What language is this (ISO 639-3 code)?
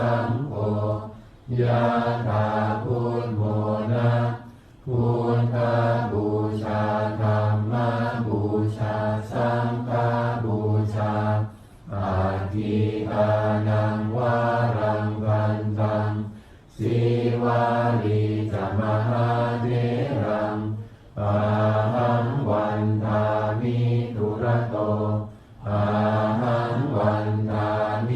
pli